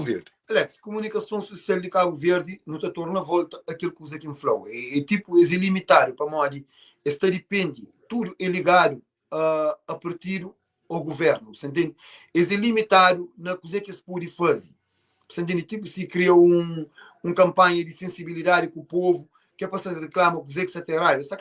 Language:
Kabuverdianu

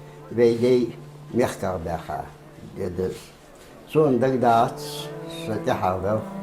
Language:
Ingush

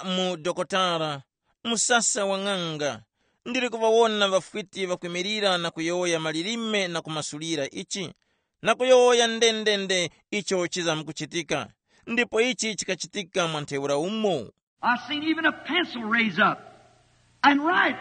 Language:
Tumbuka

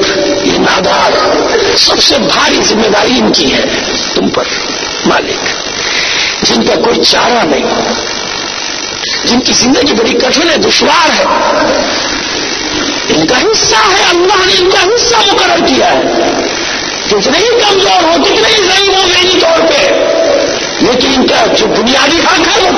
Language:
Urdu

